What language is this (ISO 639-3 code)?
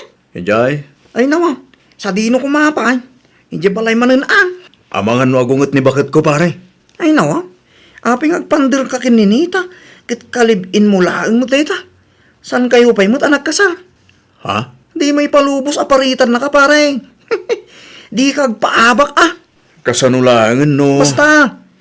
ilo